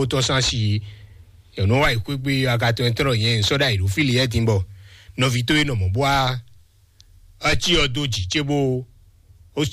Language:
Fon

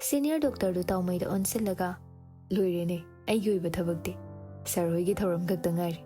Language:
Manipuri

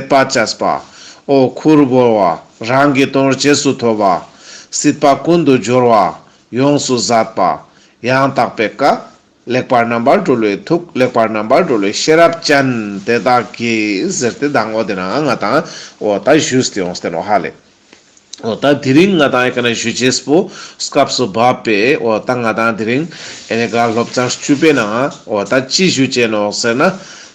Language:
Ladakhi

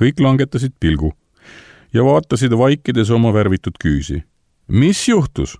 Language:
Estonian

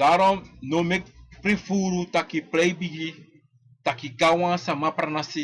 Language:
Sranan Tongo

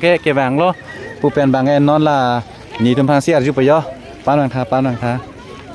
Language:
Karbi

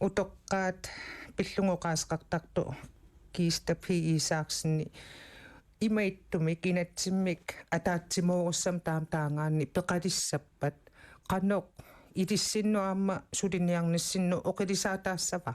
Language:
Kalaallisut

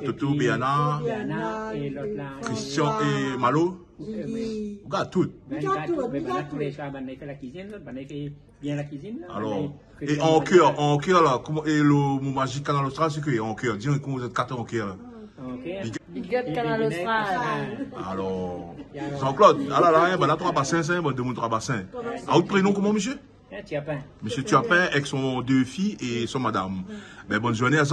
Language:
Réunion Creole French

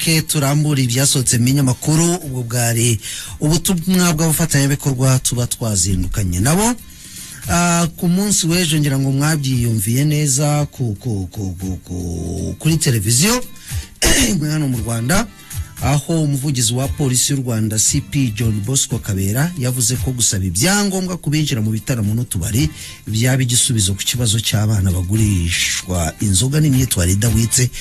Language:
Kinyarwanda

